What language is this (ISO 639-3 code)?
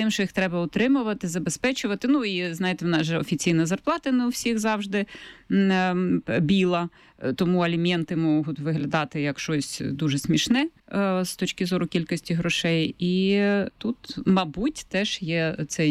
ukr